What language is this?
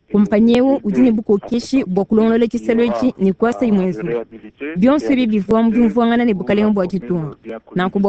Luba-Lulua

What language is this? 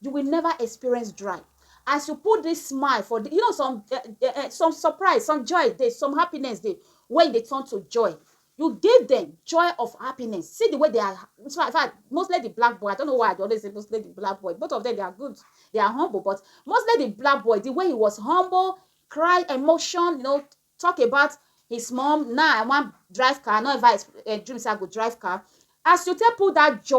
Nigerian Pidgin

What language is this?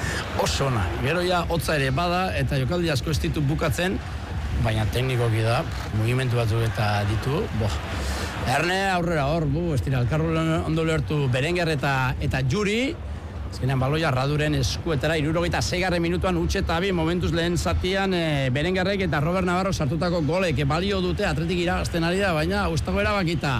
Basque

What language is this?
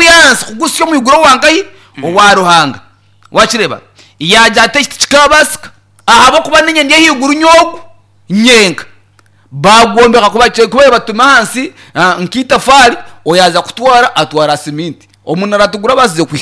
Nyankole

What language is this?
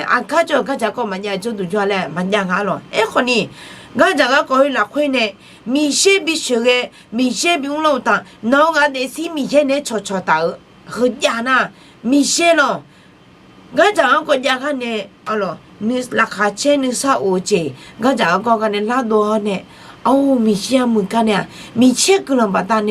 Akha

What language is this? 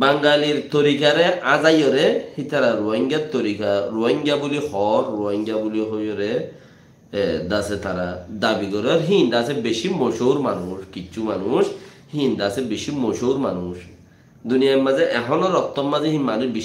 Rohingya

